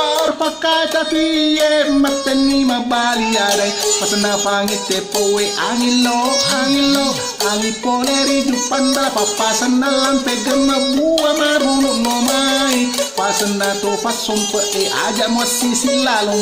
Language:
Buginese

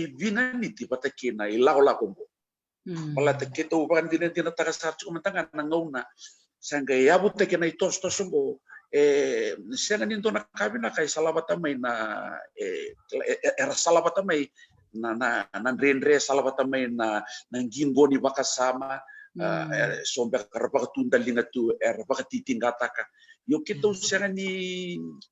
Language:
Fijian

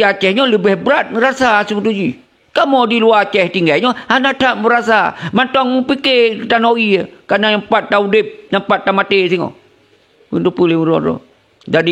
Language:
Achinese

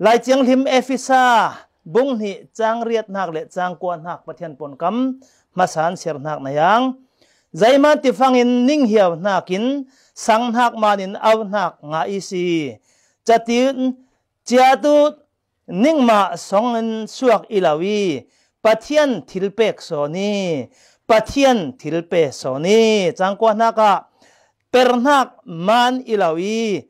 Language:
Falam Chin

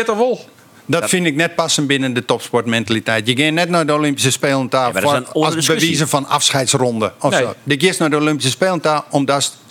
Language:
Western Frisian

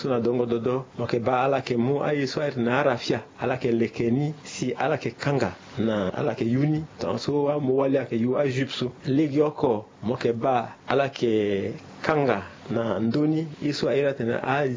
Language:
Sango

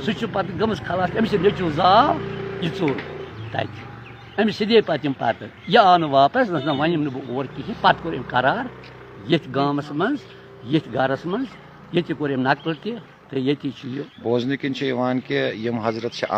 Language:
Kashmiri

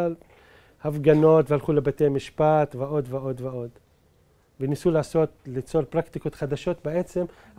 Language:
Hebrew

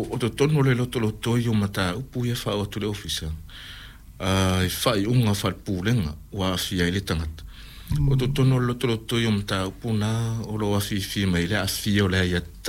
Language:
Samoan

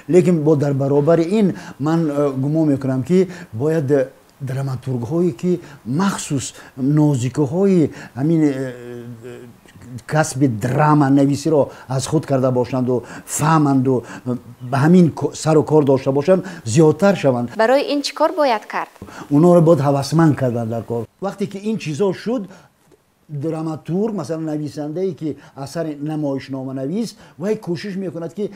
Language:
Tajik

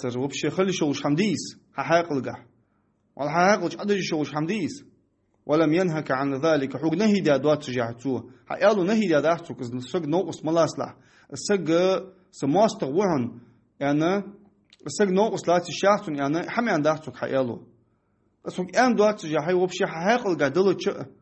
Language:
Ingush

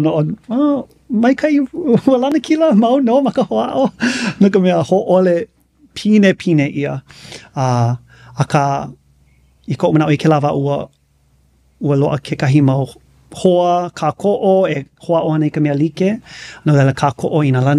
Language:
Hawaiian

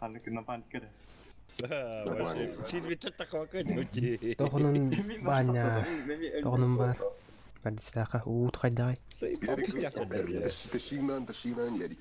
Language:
Yakut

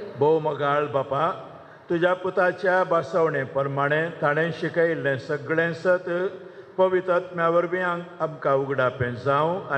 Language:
Konkani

